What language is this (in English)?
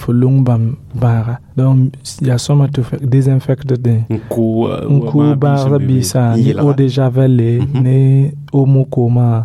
Mossi